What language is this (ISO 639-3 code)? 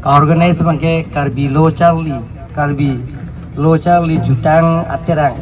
mjw